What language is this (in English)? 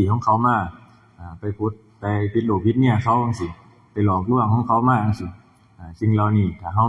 Northeastern Thai